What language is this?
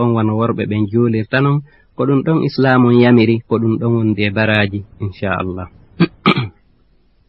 Fula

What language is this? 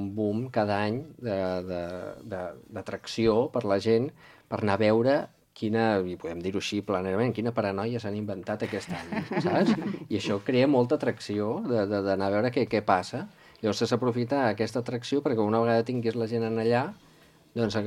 Catalan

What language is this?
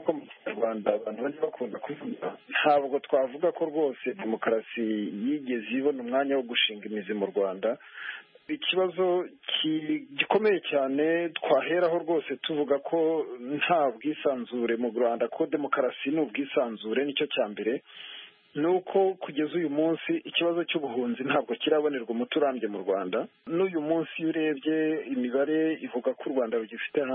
Kinyarwanda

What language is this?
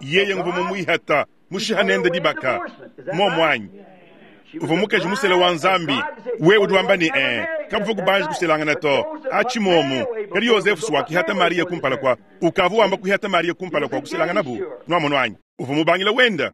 Luba-Lulua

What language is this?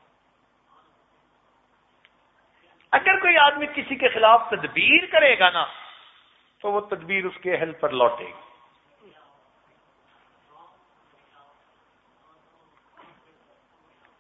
Urdu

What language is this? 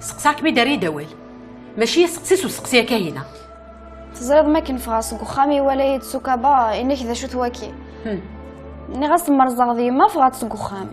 Kabyle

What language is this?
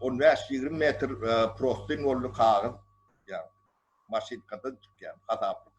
Turkmen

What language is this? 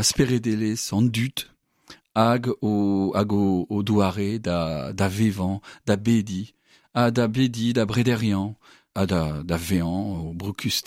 Breton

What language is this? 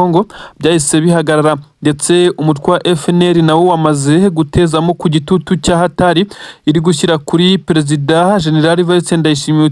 Kinyarwanda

